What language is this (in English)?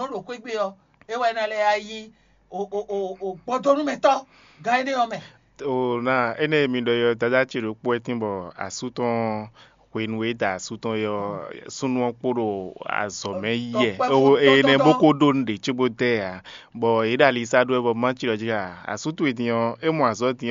Fon